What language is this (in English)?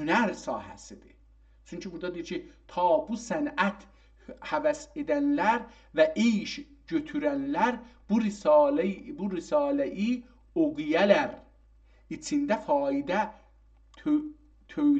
South Azerbaijani